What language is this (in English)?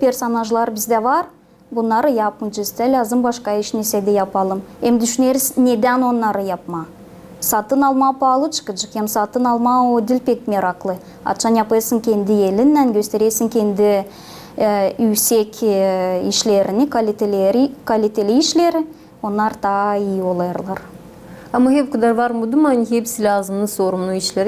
Gagauz